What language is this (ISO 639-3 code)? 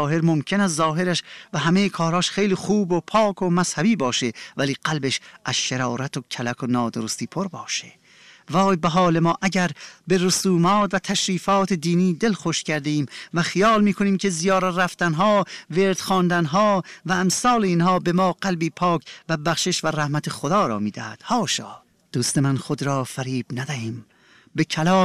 fas